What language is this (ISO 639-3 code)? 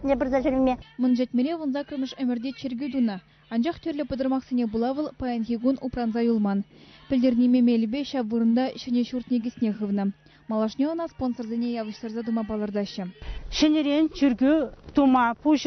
chv